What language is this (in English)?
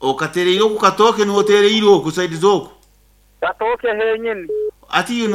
Nyankole